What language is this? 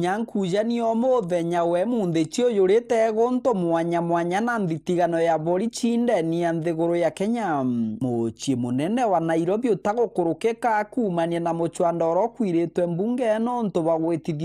Meru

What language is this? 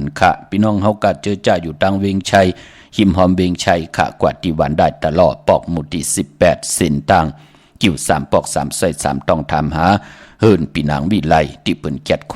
Shan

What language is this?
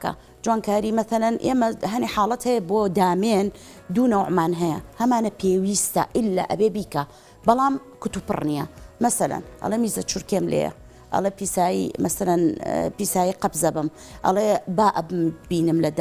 Central Kurdish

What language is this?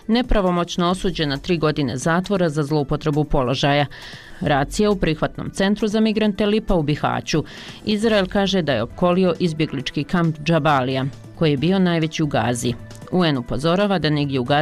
Bosnian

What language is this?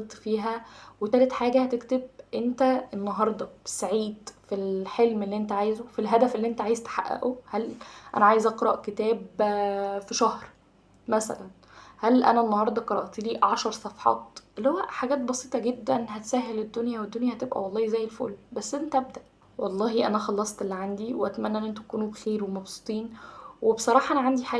Egyptian Arabic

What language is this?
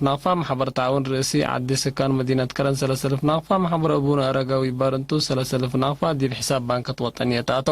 Tigre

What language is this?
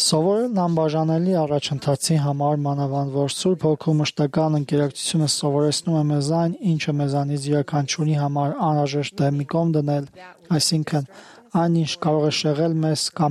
Armenian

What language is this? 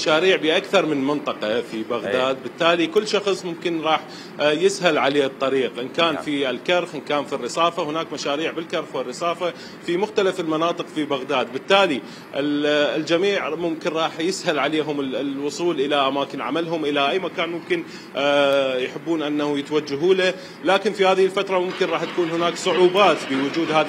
Mesopotamian Arabic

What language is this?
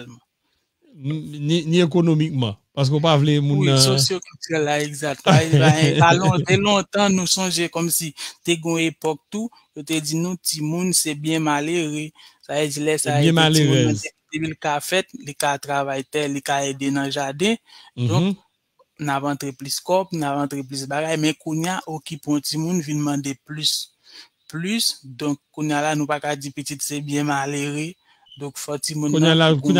Haitian Creole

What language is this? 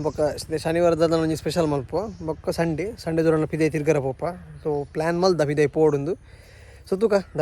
Tulu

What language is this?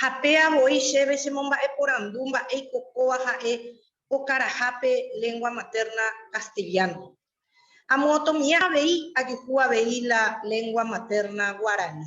Guarani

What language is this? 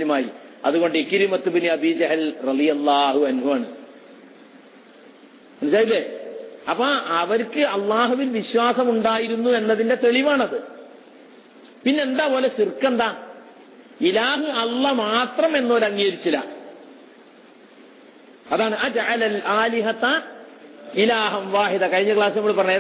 Malayalam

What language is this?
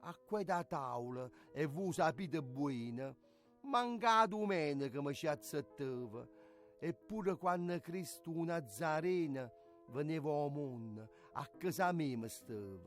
Neapolitan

